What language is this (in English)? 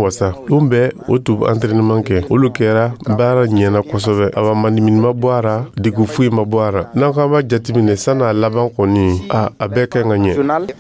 Dyula